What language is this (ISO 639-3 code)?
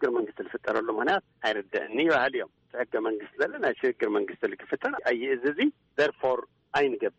tir